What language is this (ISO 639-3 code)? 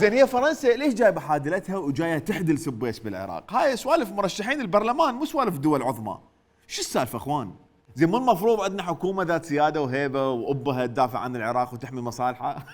acm